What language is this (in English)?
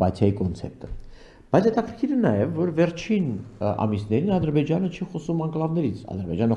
Armenian